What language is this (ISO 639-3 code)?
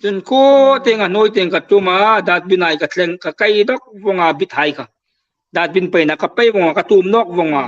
hmr